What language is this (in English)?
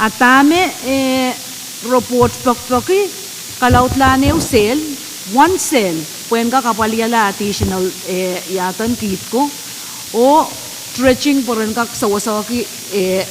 Pohnpeian